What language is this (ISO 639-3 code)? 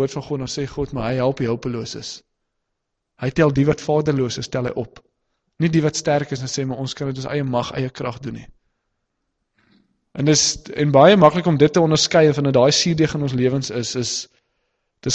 afr